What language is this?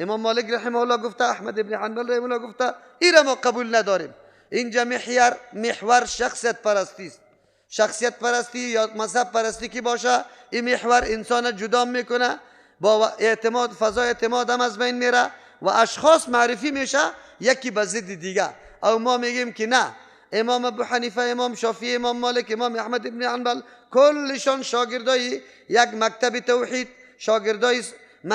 Persian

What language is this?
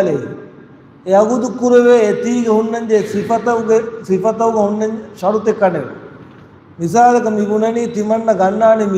Divehi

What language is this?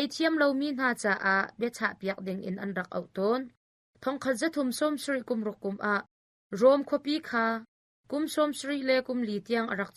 Hakha Chin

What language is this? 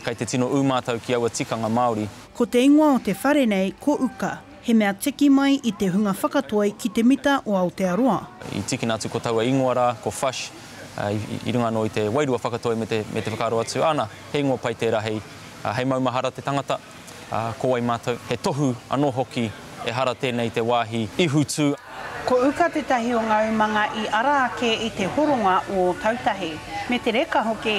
Māori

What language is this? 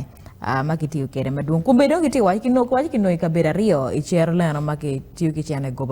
Acoli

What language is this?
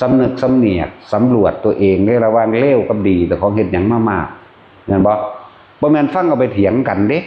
Northeastern Thai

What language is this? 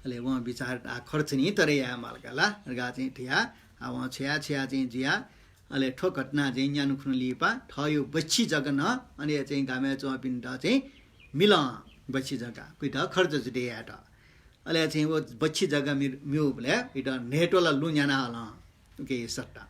Newari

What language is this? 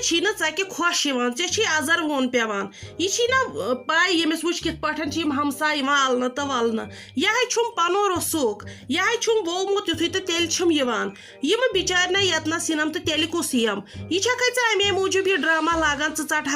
Kashmiri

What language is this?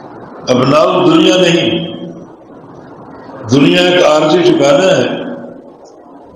Urdu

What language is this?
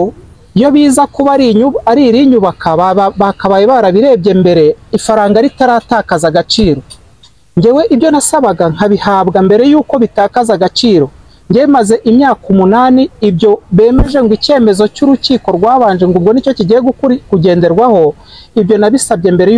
Kinyarwanda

